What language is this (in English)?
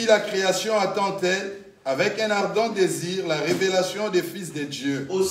French